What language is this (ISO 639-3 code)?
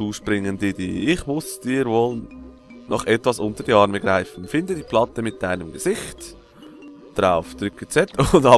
gsw